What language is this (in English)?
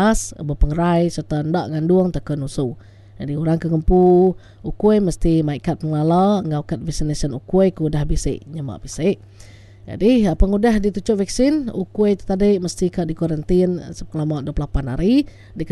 Iban